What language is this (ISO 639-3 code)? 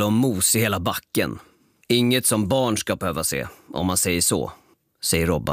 swe